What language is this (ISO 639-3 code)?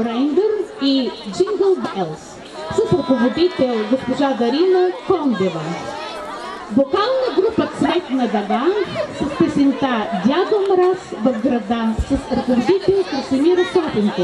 bul